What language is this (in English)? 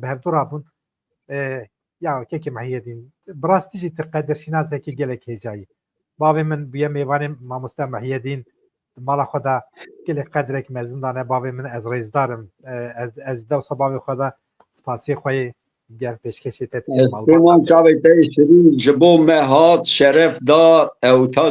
Kurdish